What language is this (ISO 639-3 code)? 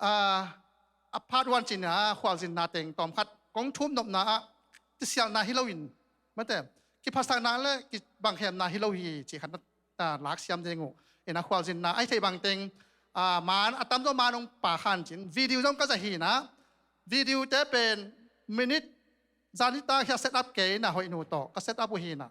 ctd